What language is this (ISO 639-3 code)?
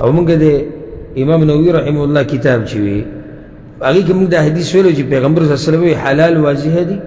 pus